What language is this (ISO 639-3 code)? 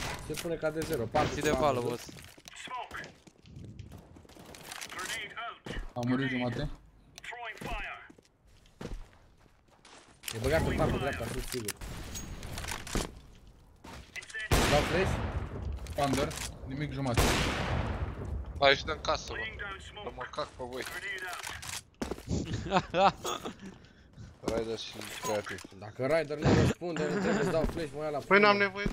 ron